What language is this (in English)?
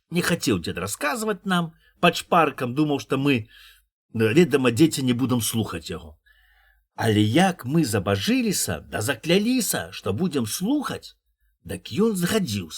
Belarusian